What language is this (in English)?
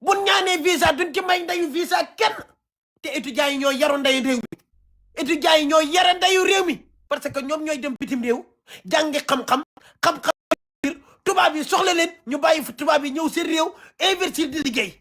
Wolof